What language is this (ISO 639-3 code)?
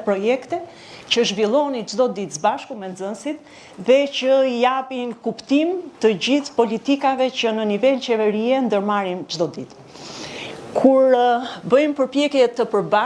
sqi